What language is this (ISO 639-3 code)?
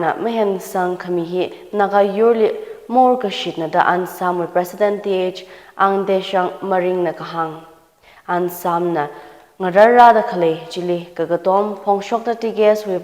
nmf